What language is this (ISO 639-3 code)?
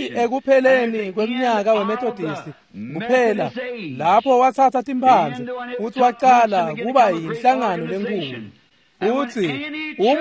ssw